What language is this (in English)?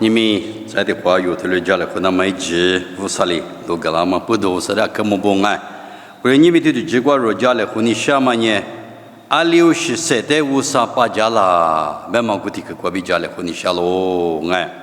Lisu